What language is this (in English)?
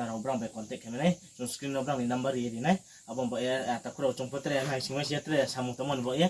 Riang (India)